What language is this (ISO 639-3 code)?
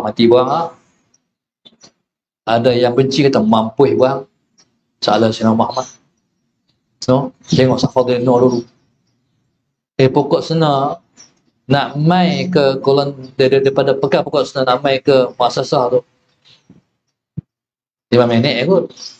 msa